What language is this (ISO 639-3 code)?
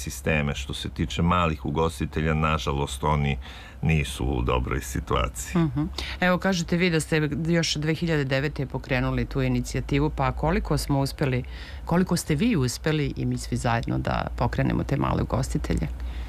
srp